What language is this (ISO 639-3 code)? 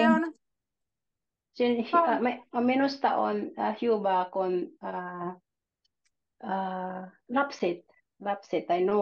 fin